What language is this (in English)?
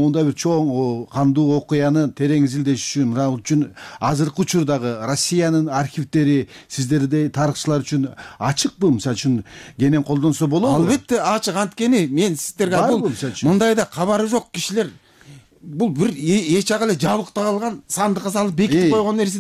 Kyrgyz